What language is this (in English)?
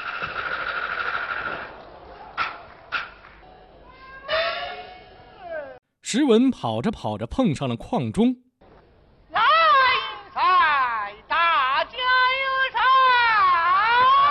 Chinese